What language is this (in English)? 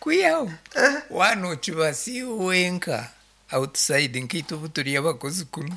Nyankole